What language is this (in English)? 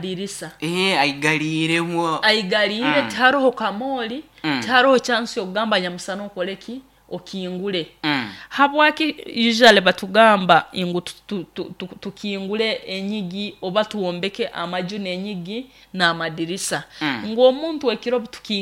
Nyoro